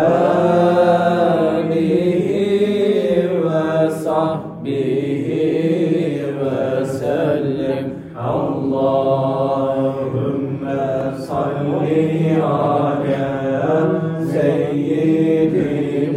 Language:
Turkish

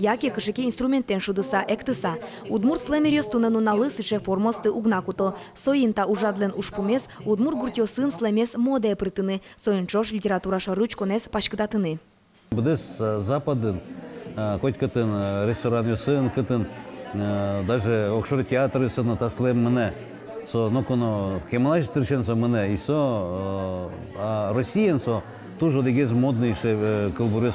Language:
Udmurt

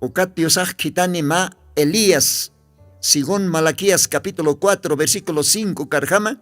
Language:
Aymara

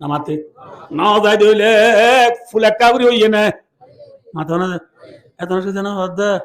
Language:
Rohingya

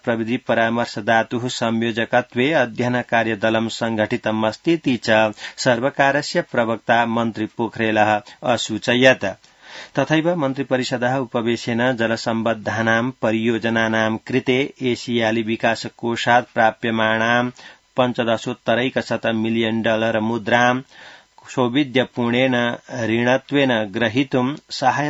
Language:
Sanskrit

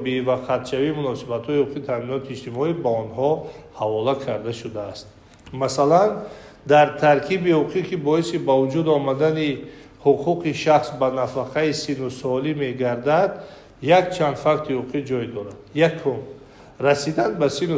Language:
Tajik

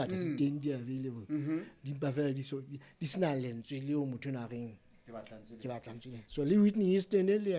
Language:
Southern Sotho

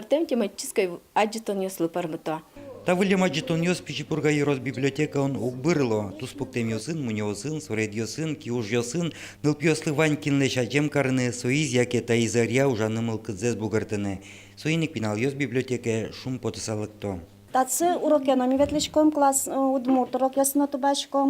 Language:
Udmurt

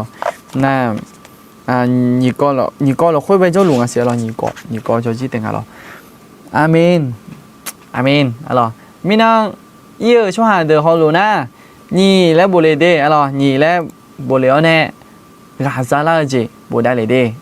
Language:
Akha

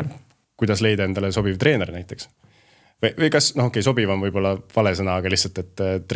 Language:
Estonian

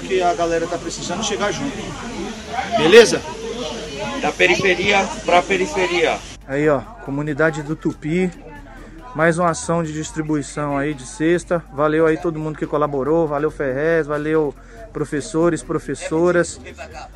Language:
Portuguese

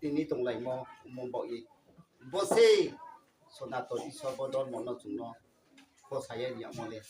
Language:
Riang (India)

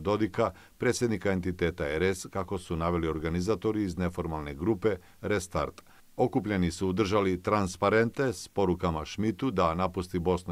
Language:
Bosnian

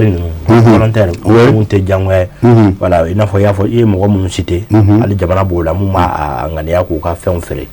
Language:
Bambara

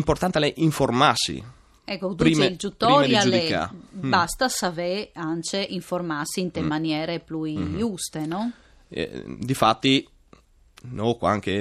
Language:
Friulian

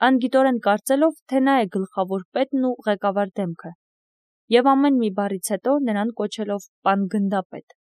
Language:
Armenian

